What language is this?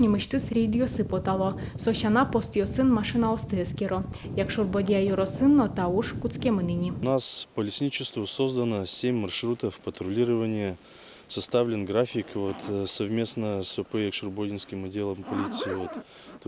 Udmurt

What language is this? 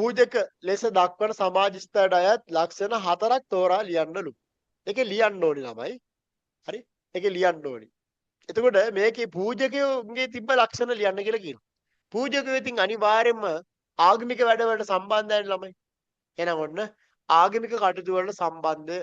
Sinhala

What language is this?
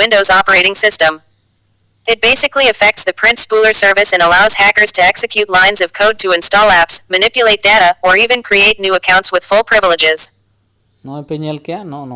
Santali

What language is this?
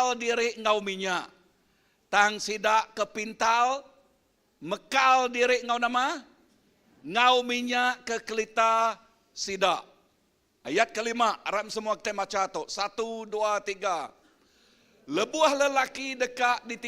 Iban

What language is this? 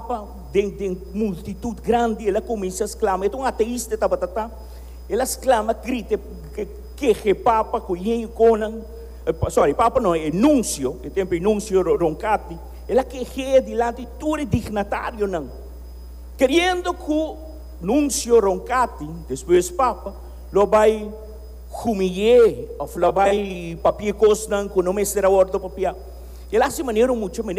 Papiamento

